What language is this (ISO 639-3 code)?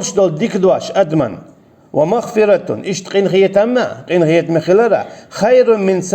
che